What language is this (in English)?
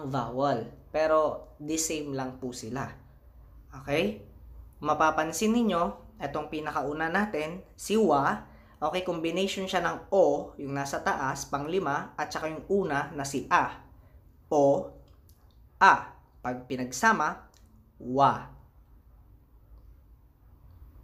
Filipino